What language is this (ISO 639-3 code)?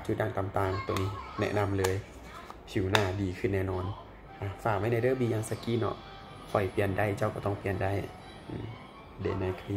lao